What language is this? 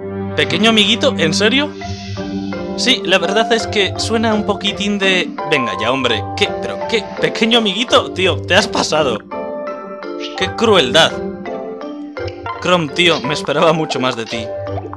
Spanish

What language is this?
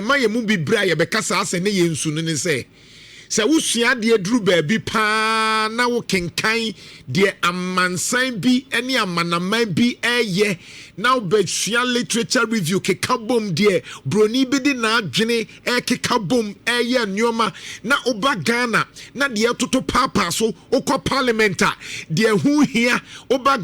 Akan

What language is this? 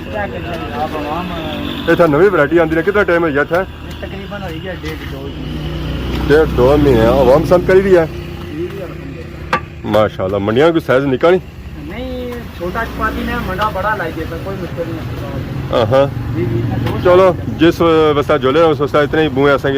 Pahari-Potwari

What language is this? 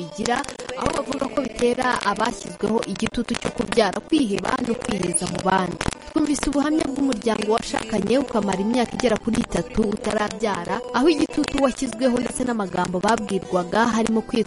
Kinyarwanda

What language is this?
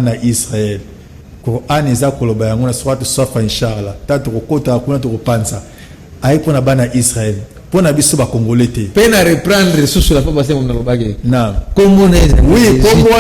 Lingala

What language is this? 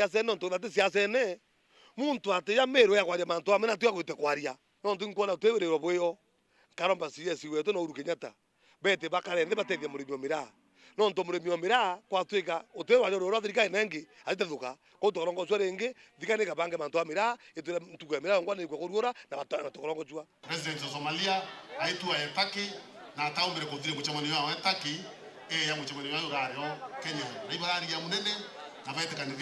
Meru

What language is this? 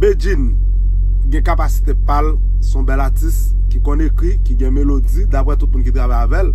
Haitian Creole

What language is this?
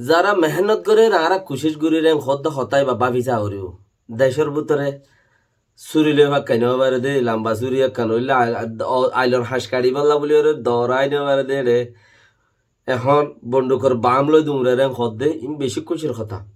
Rohingya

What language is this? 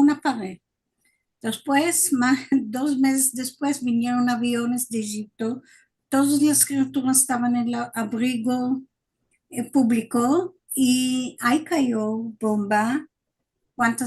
Ladino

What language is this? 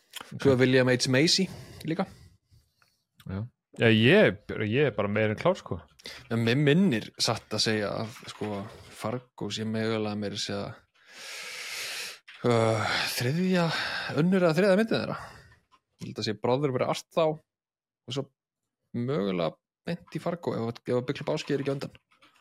Icelandic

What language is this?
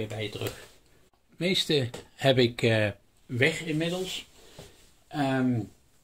Dutch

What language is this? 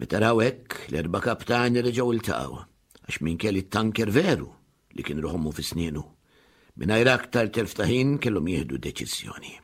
Maltese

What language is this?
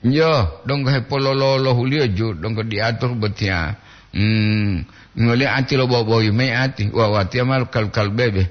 Gorontalo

